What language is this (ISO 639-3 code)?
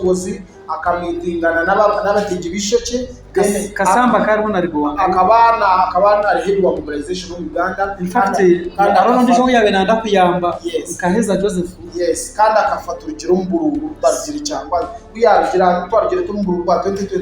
nyn